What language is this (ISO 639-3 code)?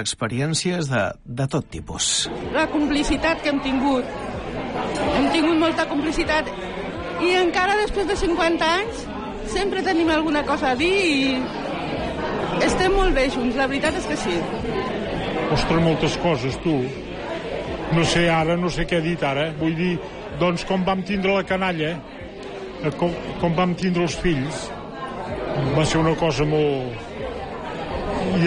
cat